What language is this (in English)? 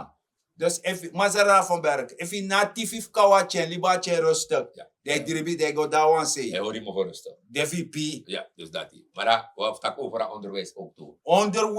Sranan Tongo